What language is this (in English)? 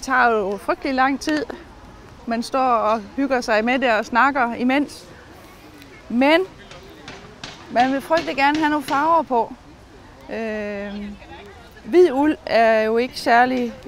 Danish